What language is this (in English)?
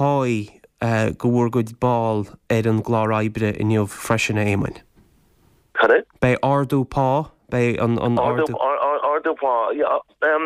Irish